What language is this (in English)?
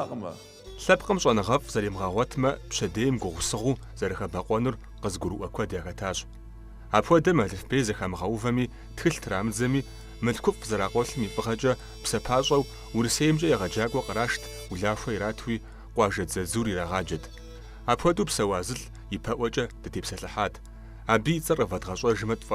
Kabardian